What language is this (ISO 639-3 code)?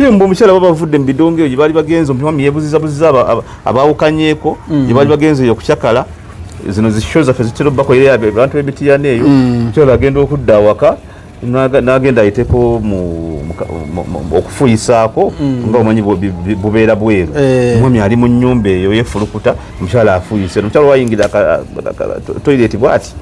lug